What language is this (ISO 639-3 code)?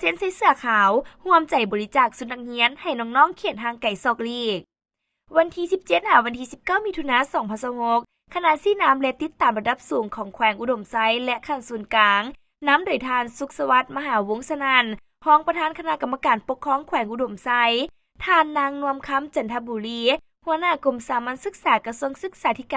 lao